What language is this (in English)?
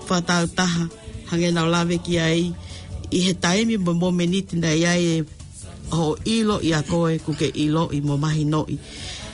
Tongan